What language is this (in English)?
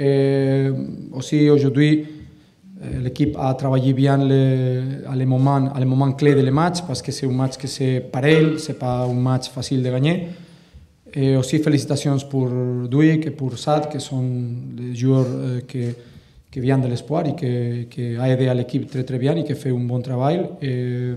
French